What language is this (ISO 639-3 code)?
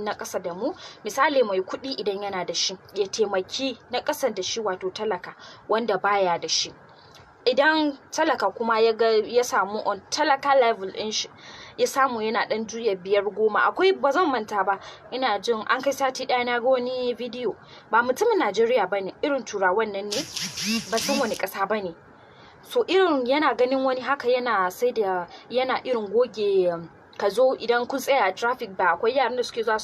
hau